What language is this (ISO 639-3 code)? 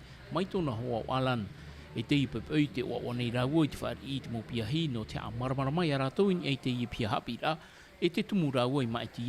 tah